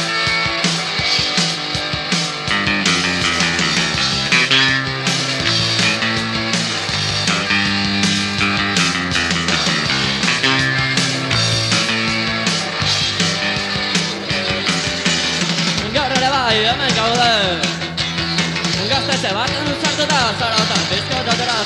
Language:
Basque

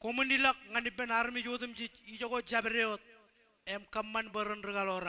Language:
Marshallese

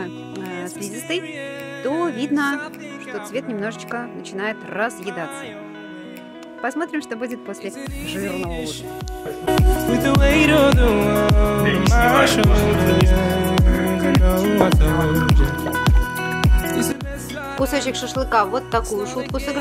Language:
Russian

